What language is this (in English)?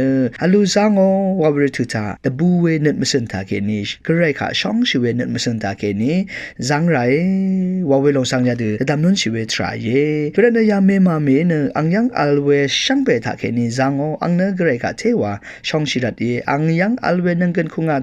Rawang